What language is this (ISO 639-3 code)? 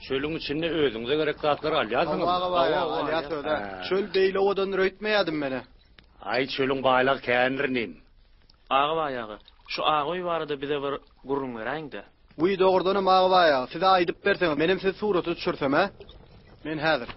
tuk